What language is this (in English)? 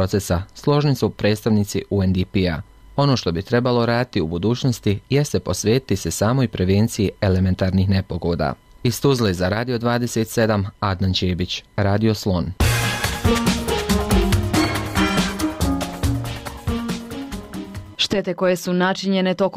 Bosnian